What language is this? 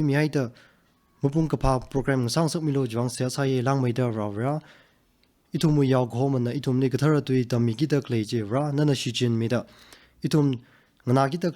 Tangkhul Naga (India)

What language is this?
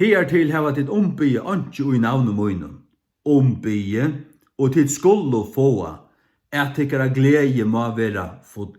Faroese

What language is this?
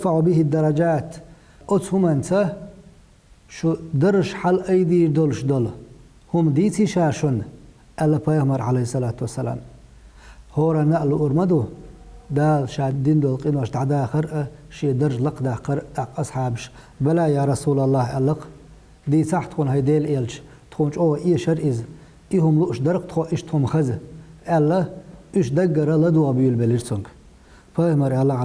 Chechen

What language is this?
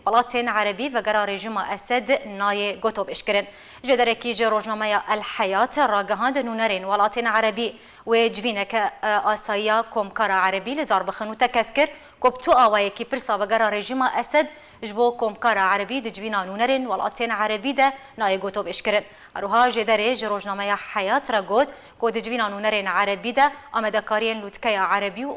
Kurdish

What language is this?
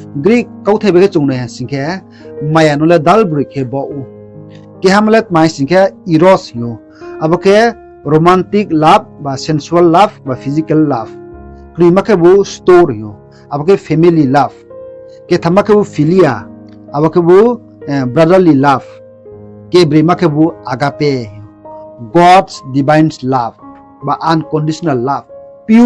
Riang (India)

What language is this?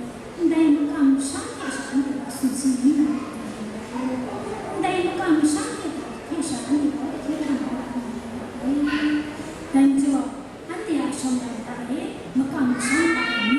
Kachin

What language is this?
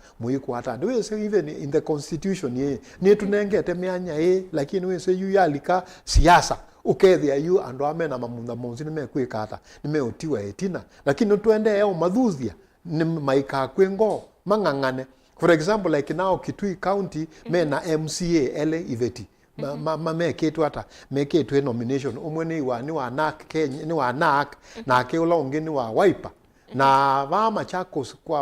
Kamba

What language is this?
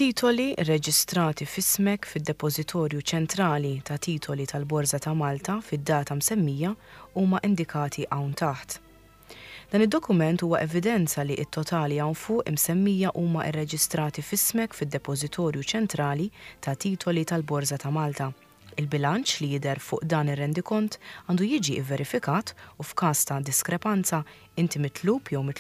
Maltese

